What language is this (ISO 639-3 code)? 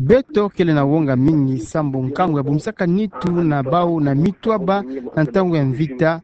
ktu